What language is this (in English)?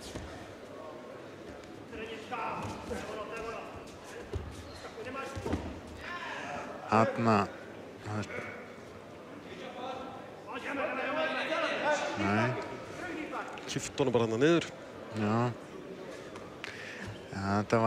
Icelandic